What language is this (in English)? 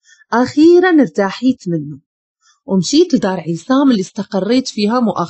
Moroccan Arabic